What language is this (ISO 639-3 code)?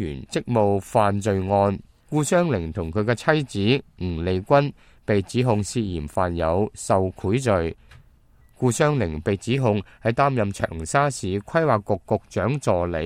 yue